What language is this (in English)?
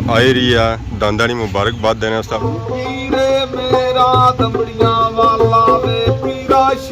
Pahari-Potwari